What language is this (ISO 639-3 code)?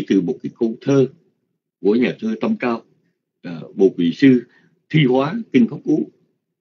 vie